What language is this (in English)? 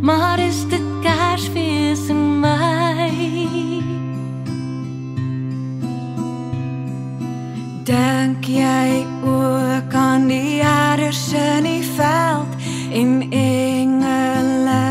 Afrikaans